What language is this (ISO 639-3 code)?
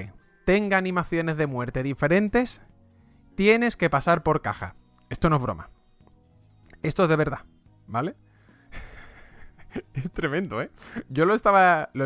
spa